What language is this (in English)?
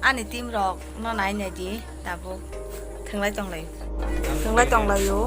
Kok Borok